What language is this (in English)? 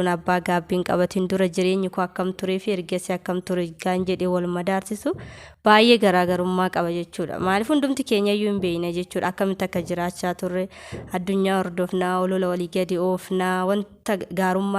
Oromo